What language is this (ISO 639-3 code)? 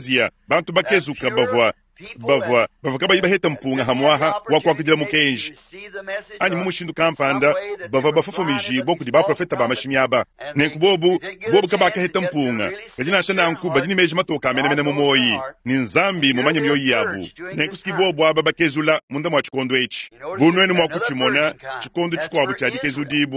lua